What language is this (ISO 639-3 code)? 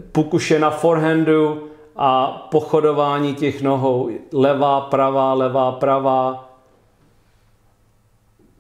ces